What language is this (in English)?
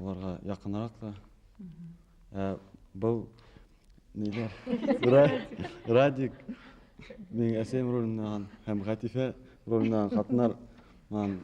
Bashkir